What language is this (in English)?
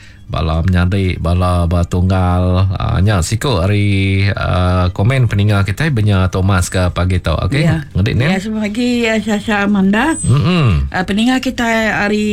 Iban